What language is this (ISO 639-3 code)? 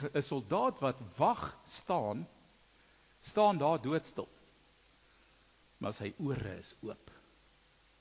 afr